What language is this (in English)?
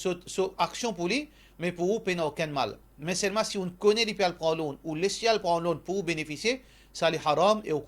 Morisyen